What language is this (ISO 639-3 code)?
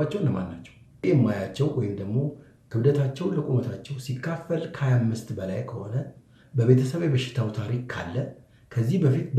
amh